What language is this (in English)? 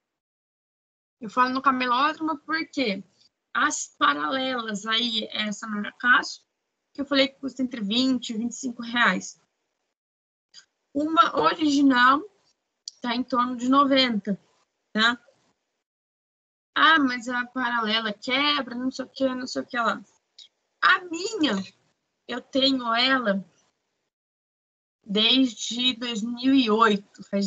Portuguese